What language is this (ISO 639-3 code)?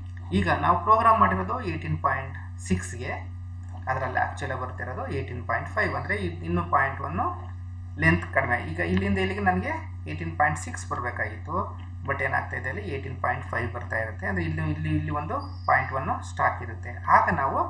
kan